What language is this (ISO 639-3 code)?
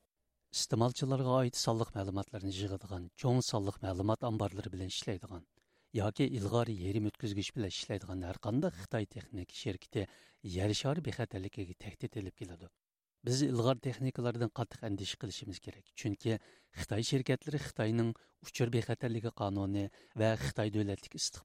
uig